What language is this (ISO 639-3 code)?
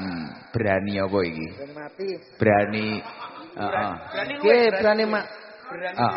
jav